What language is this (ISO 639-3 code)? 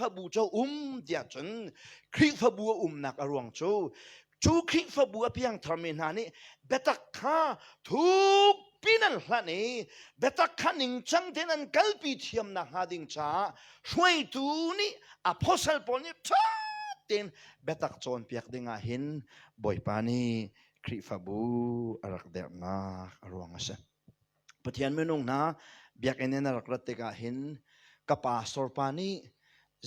cnh